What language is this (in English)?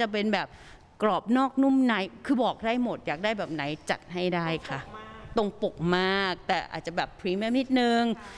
Thai